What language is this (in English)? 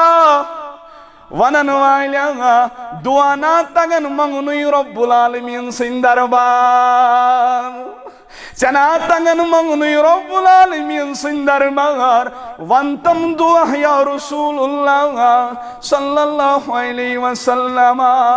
Kashmiri